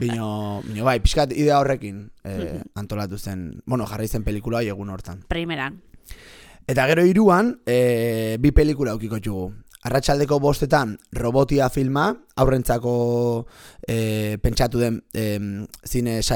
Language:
Basque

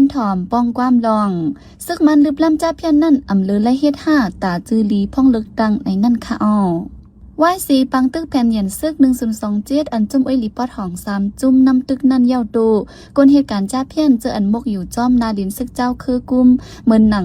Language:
Shan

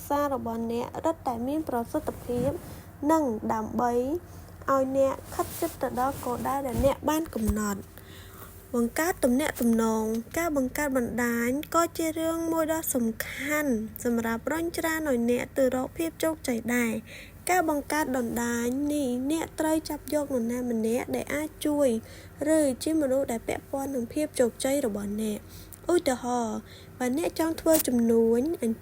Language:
Khmer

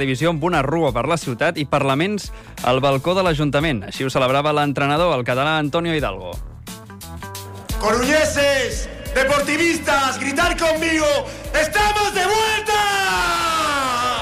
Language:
Catalan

